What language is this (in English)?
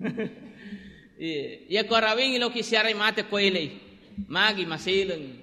Buginese